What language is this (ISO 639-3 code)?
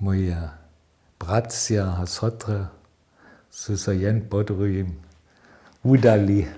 hsb